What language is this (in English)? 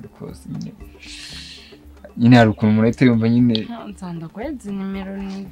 Kinyarwanda